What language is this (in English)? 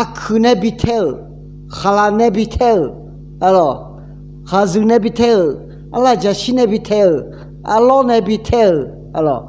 Akha